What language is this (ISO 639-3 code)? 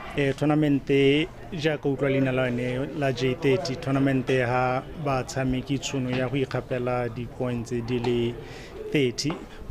tsn